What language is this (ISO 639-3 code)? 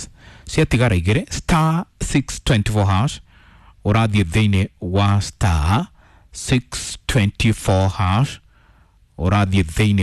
kik